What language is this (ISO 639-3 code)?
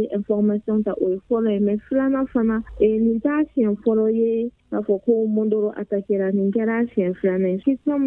bam